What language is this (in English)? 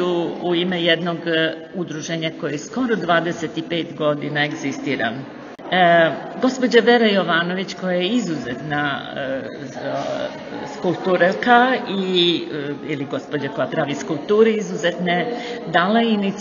Serbian